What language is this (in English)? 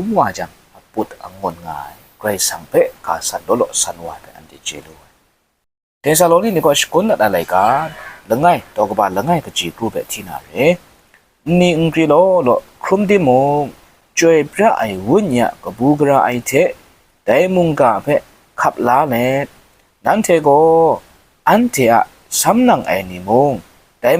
Kachin